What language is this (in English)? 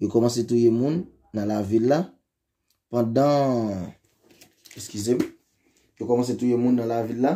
Haitian Creole